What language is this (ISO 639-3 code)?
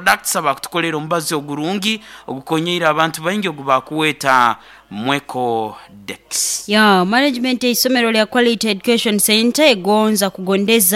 nyo